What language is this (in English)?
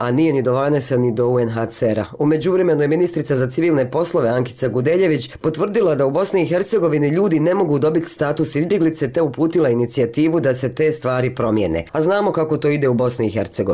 Bosnian